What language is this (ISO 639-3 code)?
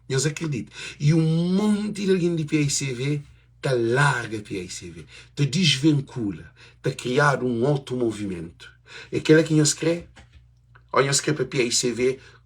kea